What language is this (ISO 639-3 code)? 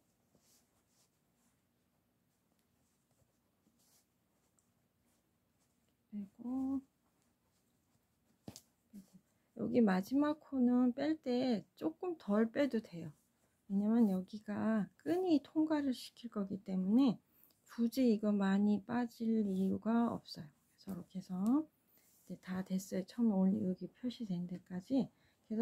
kor